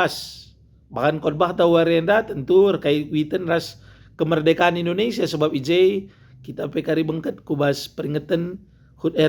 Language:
Batak Karo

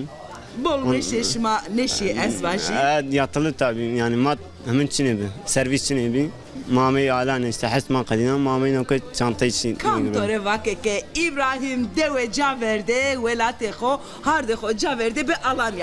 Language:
Zaza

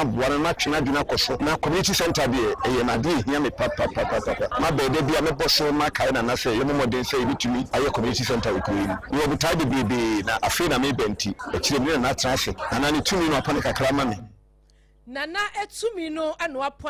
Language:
Akan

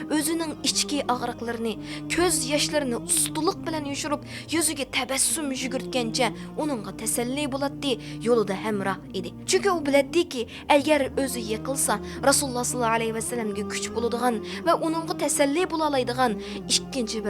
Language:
Uyghur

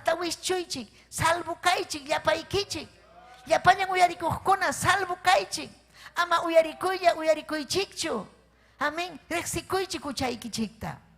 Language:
Ayacucho Quechua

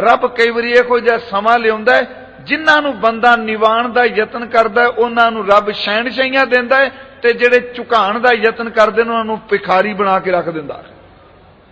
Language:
Punjabi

